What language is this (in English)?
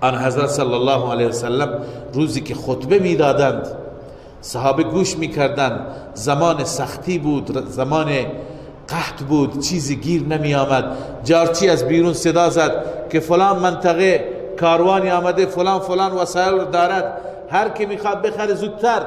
Persian